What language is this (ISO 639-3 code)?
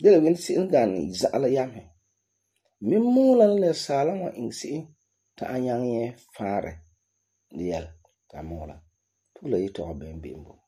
gur